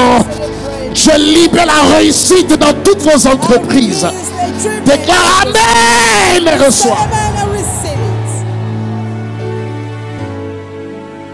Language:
French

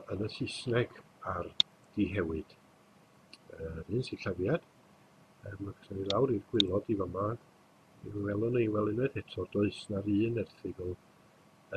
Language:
Welsh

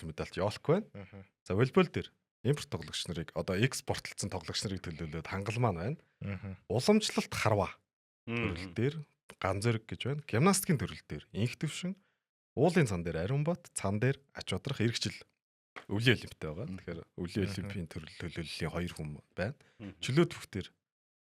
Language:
Mongolian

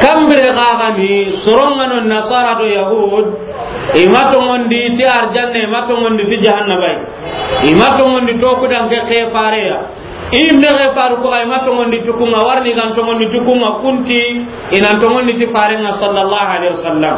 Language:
Soninke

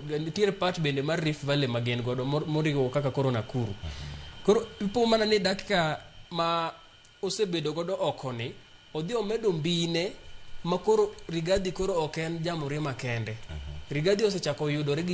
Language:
Luo (Kenya and Tanzania)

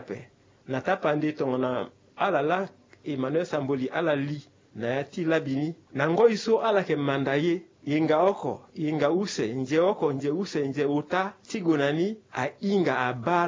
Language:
Sango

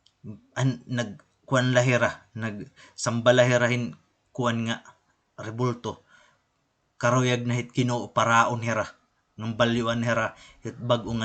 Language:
Waray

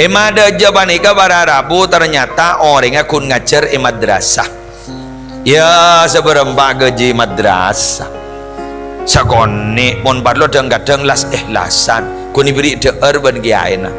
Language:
Madurese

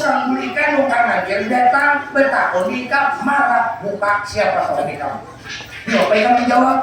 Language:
Banjar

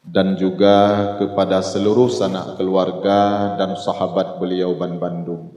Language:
Achinese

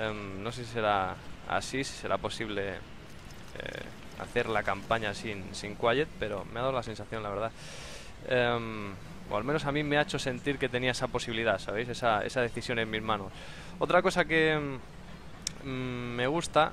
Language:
Spanish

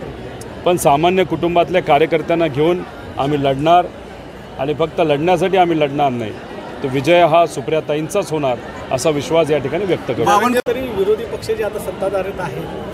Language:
Marathi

